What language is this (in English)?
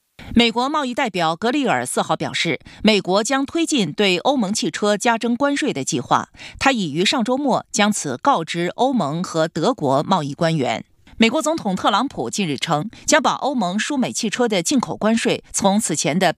Chinese